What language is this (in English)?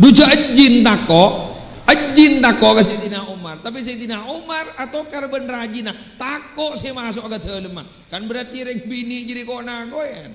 Madurese